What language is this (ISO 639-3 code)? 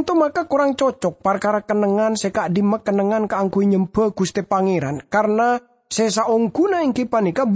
mad